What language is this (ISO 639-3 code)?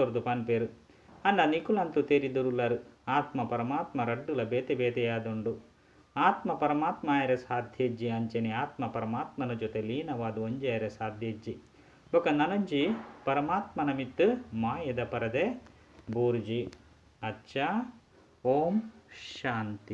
tcy